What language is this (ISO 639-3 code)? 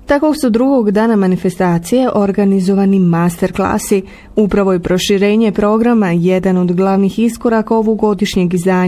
bos